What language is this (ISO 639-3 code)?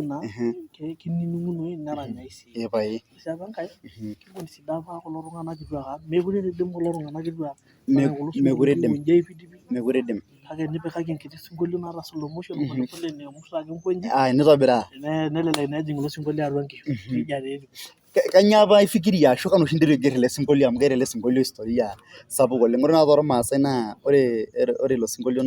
mas